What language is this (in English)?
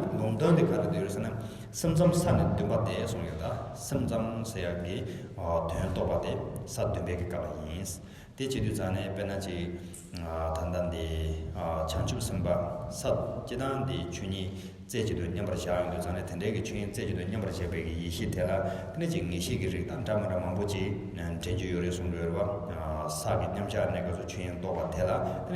Tibetan